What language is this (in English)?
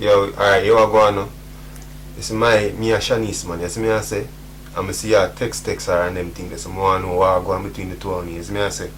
Jamaican Creole English